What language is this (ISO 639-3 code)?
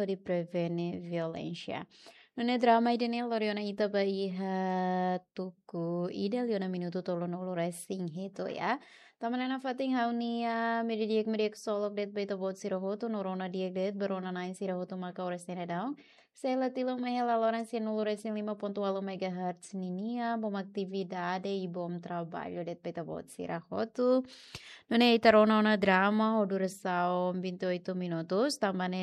tet